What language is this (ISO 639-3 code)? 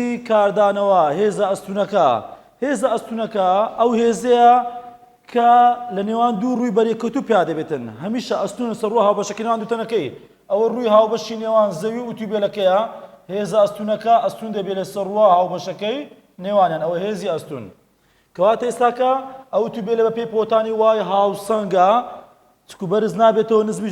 ckb